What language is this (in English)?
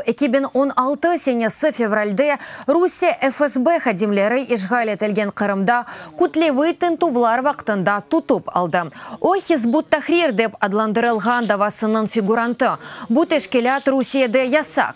Crimean Tatar